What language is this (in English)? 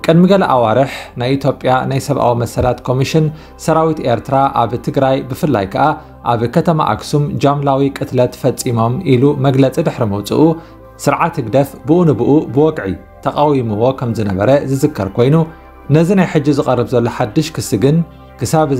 Tigrinya